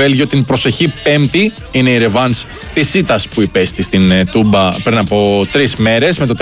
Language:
Greek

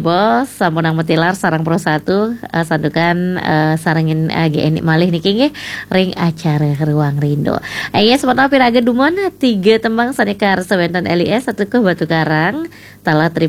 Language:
Balinese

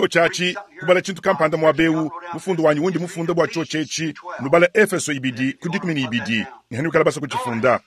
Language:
Luba-Lulua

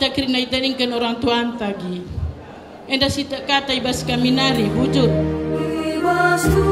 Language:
Batak Karo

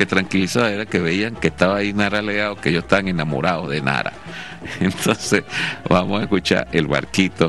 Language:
Spanish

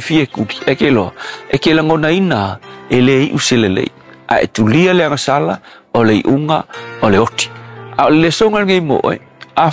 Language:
Samoan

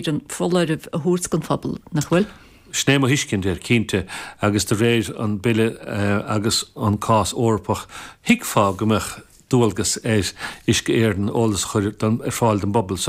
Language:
Irish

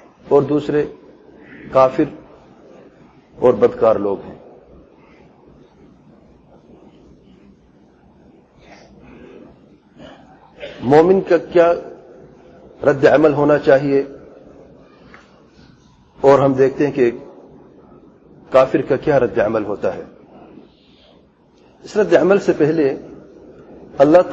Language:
Urdu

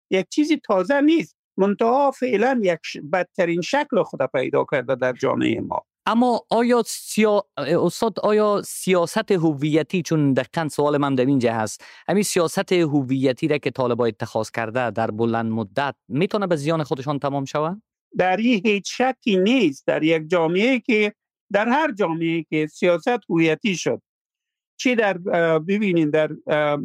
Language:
Persian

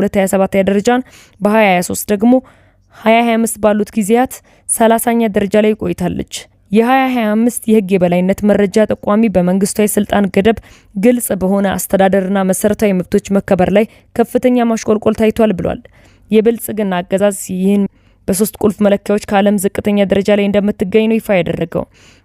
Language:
Amharic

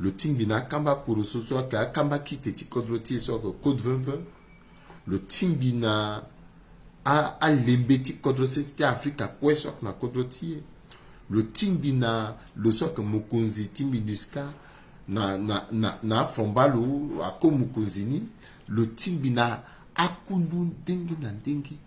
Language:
Sango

